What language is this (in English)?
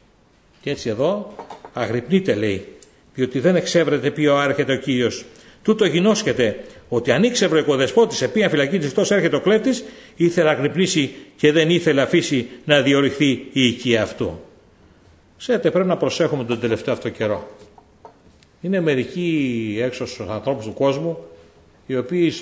Greek